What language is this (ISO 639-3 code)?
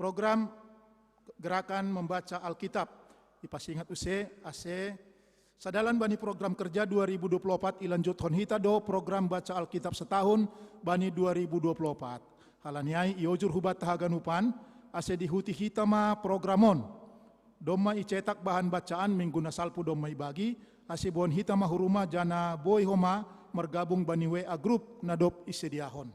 bts